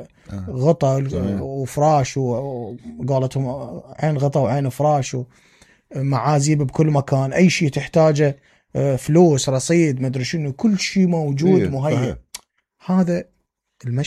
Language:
Mesopotamian Arabic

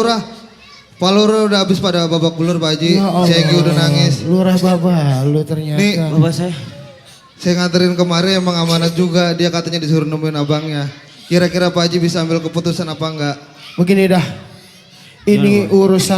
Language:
Betawi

